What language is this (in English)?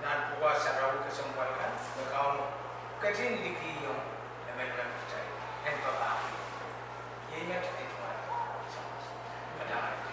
Pohnpeian